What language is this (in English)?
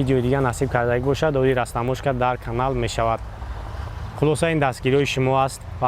Tajik